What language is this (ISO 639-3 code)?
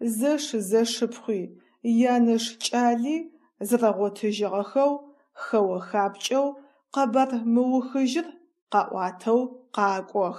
ady